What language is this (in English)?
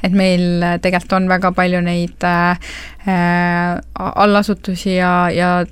Estonian